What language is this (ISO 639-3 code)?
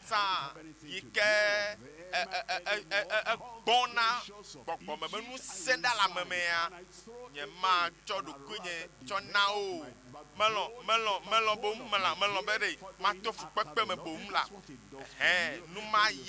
ewe